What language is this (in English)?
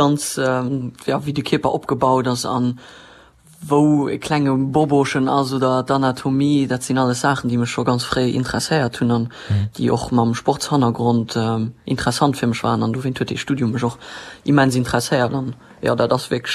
Luxembourgish